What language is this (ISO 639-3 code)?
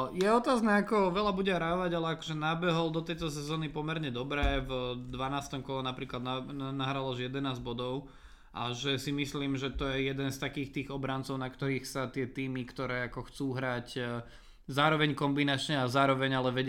slk